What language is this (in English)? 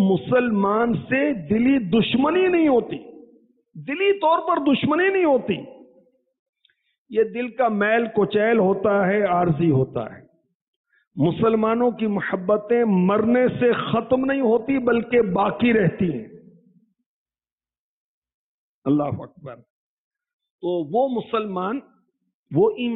Urdu